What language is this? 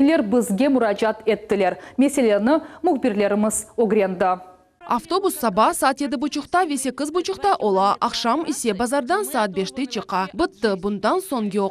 Crimean Tatar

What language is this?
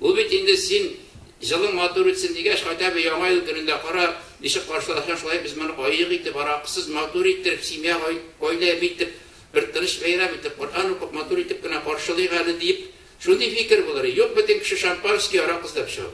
Tatar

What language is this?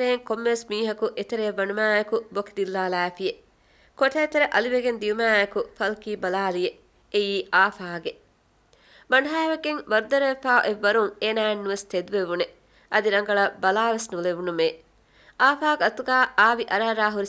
Divehi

